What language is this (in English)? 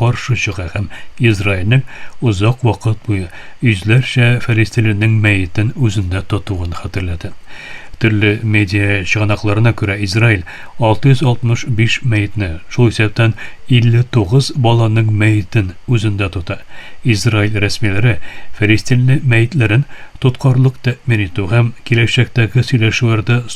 Tatar